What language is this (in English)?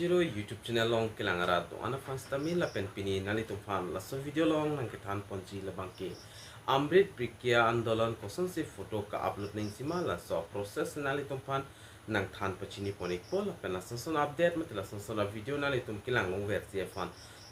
Karbi